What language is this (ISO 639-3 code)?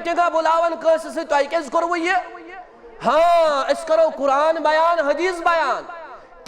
kas